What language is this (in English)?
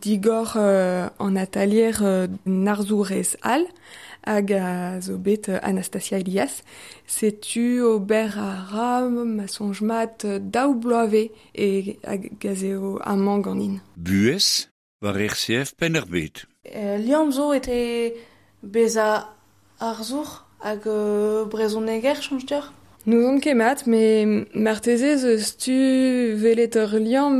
Breton